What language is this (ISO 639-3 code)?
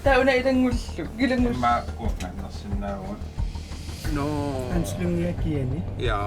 kal